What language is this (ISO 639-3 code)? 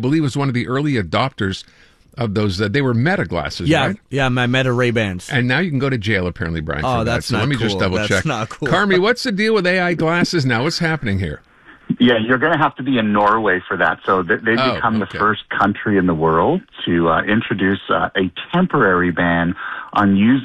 eng